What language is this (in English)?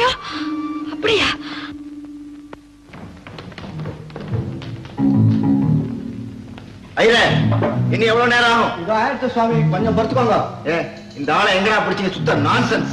Tamil